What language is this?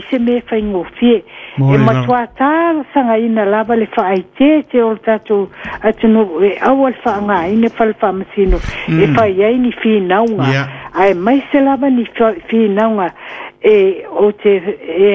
Samoan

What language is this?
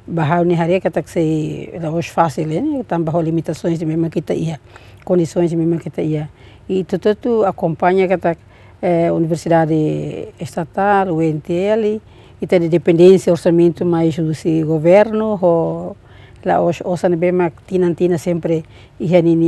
Tetum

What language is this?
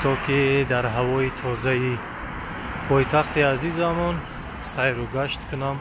Tajik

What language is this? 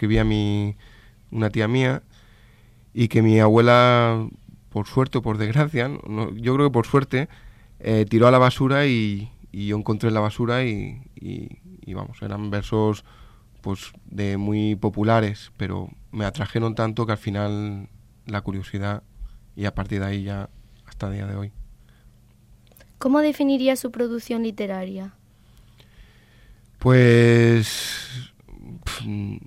Spanish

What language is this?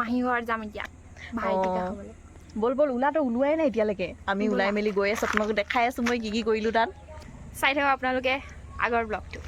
Assamese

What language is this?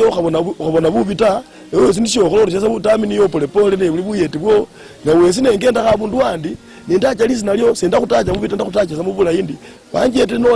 Luyia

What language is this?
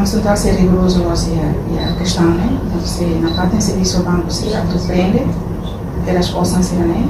Tetum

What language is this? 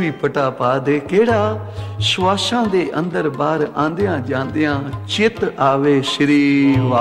Punjabi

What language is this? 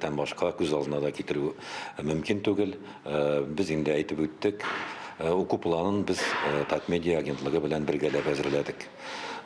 Tatar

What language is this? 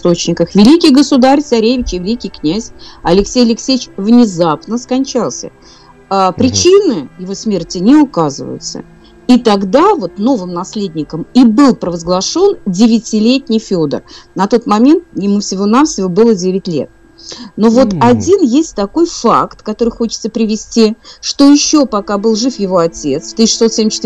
Russian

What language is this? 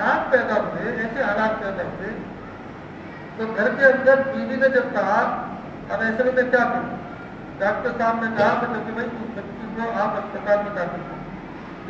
Urdu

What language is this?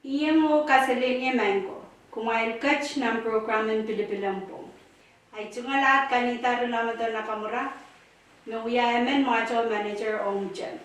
Pohnpeian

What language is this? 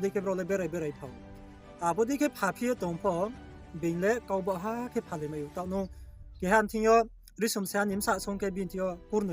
Riang (India)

